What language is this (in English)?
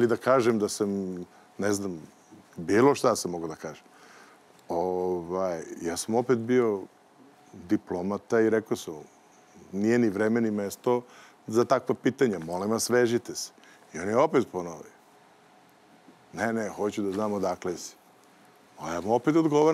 Serbian